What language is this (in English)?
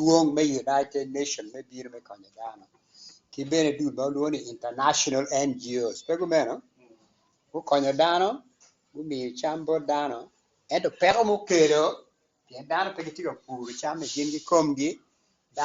Acoli